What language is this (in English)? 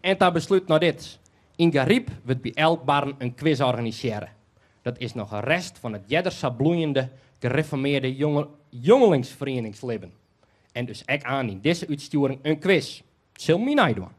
Western Frisian